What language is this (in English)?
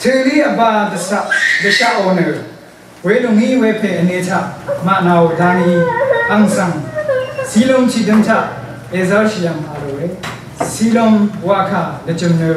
Rawang